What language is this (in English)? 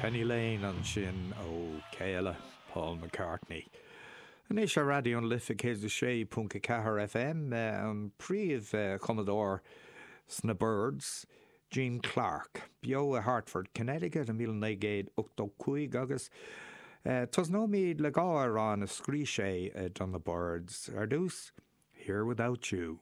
Irish